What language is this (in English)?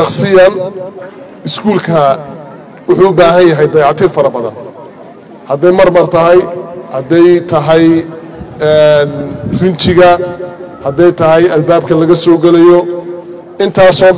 Somali